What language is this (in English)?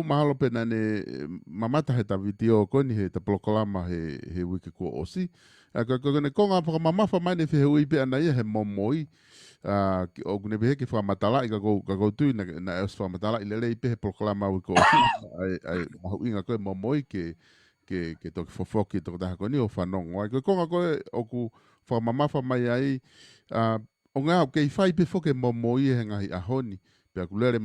Tongan